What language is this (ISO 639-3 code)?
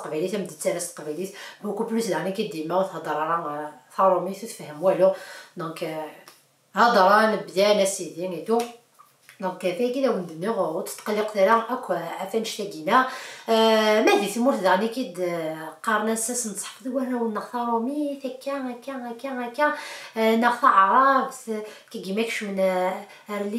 kab